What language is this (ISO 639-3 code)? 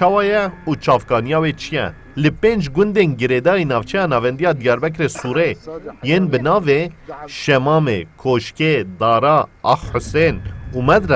kur